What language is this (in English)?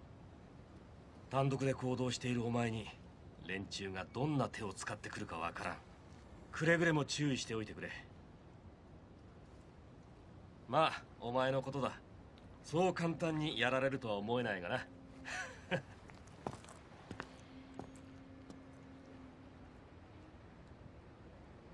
Japanese